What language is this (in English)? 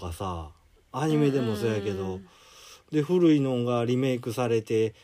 Japanese